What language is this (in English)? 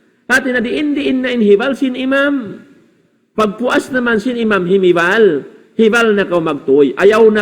Tausug